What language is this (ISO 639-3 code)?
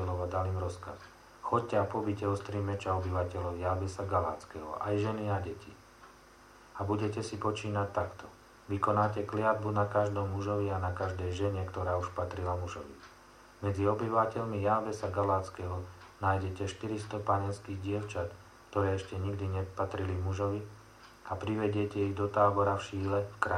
slk